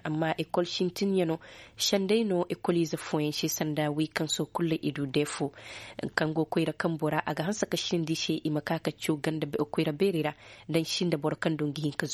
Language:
Zarma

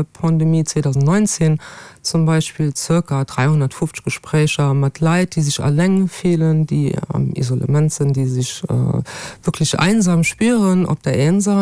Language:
Luxembourgish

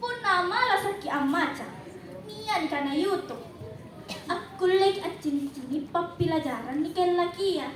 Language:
Makasar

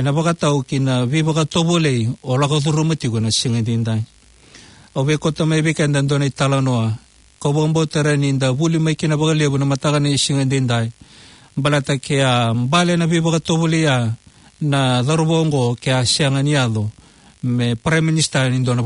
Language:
Fijian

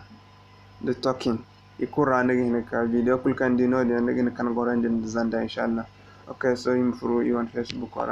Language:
Zarma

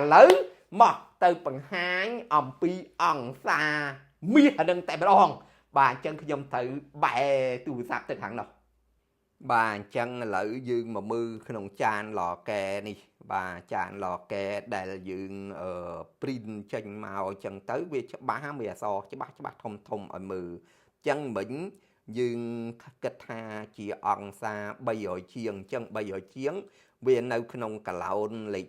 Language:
Khmer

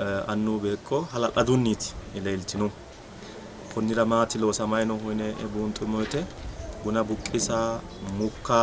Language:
Sidamo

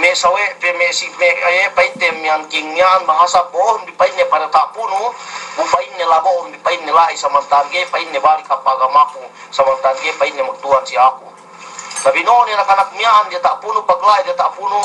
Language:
Yakan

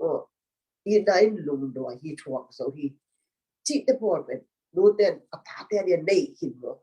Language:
Tedim Chin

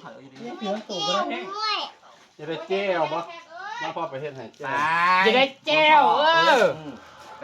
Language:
Northeastern Thai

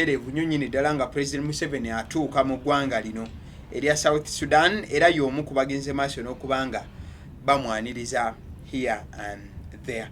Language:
Ganda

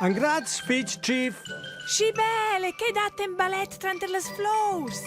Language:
Romansh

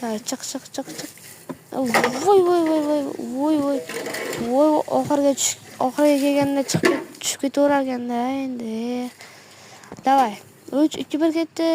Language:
Uzbek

